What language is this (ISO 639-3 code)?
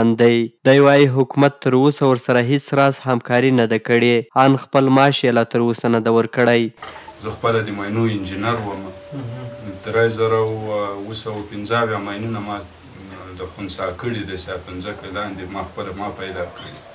pus